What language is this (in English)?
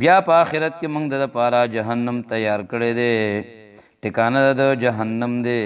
Pashto